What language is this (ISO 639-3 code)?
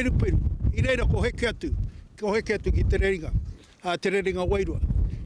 mri